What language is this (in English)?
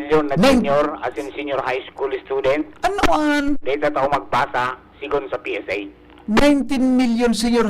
Bikol